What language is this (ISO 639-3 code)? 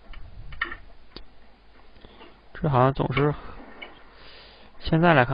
zho